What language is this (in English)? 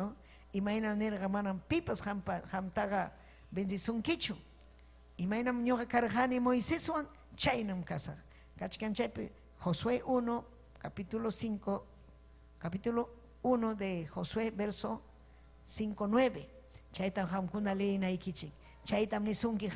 Ayacucho Quechua